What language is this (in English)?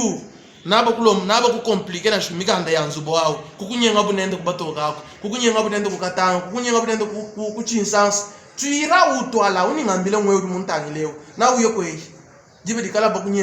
Luba-Lulua